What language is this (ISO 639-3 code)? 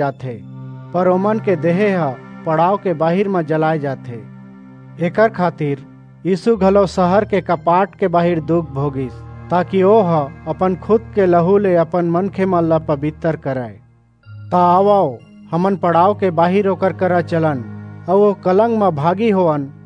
hne